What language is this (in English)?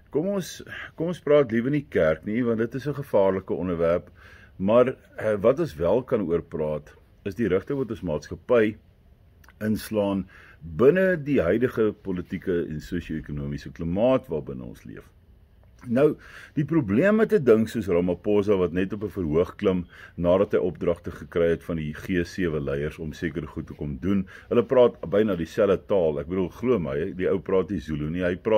Afrikaans